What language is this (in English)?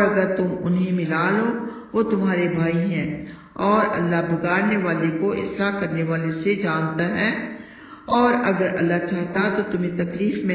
Urdu